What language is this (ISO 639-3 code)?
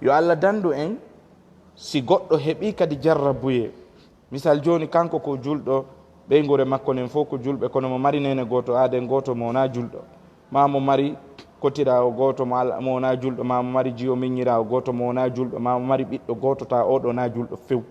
ful